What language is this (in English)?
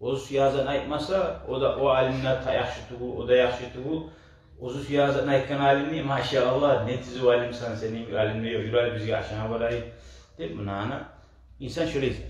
Kumyk